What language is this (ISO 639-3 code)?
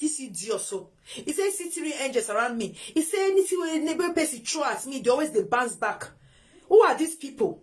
pcm